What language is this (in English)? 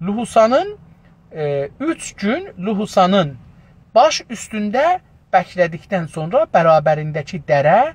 South Azerbaijani